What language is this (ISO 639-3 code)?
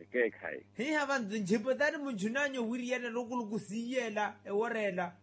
vmw